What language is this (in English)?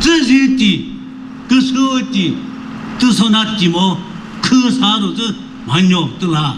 Chokri Naga